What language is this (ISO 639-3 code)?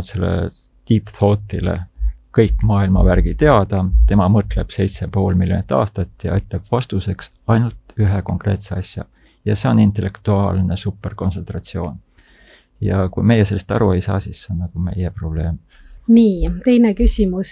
est